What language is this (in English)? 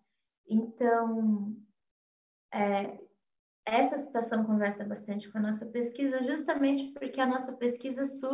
Portuguese